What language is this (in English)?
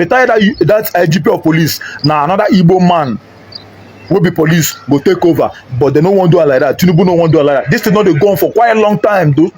Nigerian Pidgin